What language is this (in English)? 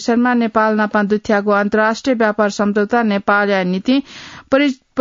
Newari